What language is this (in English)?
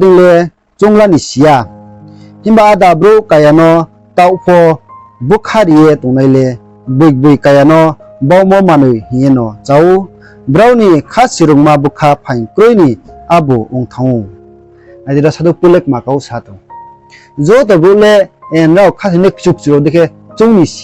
Riang (India)